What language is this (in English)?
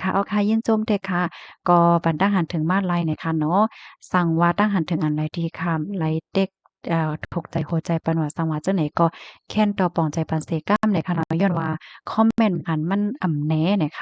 Shan